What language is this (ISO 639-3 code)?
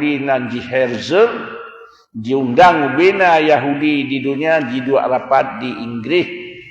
ace